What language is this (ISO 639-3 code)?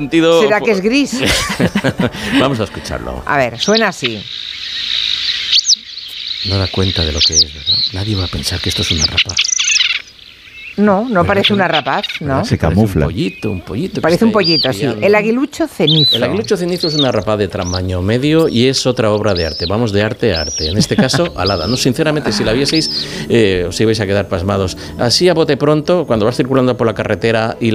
spa